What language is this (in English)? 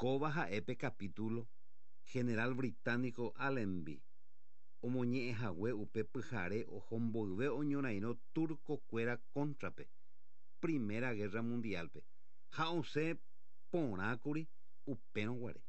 Guarani